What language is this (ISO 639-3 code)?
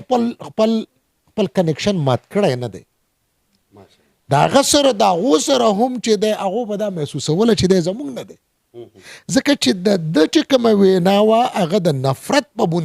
pus